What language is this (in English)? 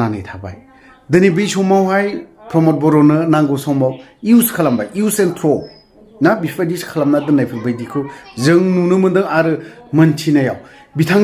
Bodo